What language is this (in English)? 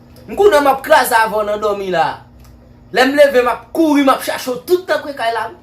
Haitian Creole